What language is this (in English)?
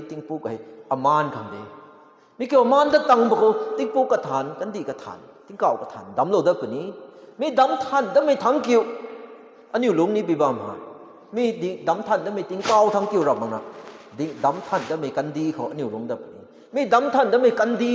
Rongmei Naga